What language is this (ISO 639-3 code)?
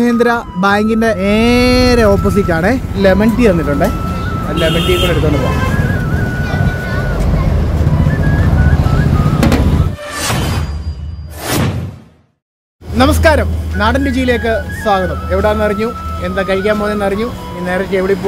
mal